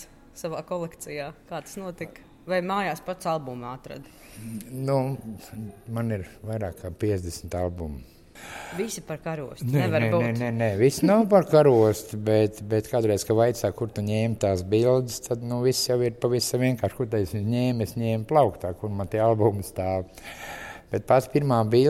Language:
Latvian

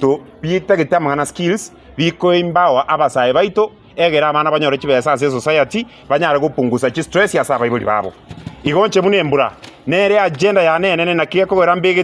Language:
Gusii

